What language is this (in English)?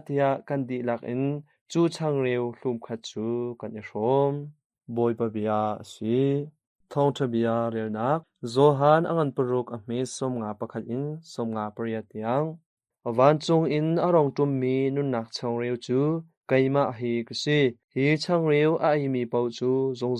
Hakha Chin